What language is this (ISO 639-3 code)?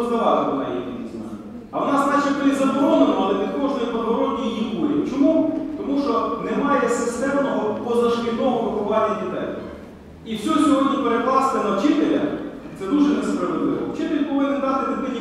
ukr